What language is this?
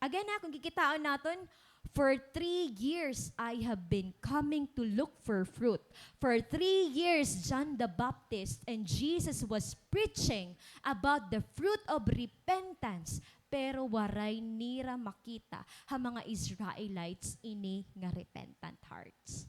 Waray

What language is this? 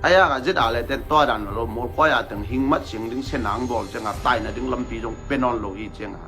Tedim Chin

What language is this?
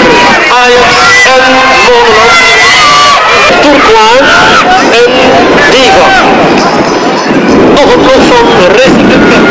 Dutch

